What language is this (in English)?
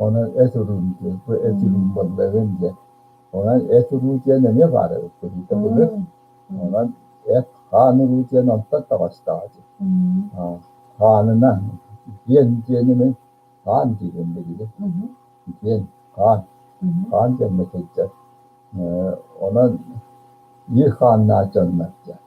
Yakut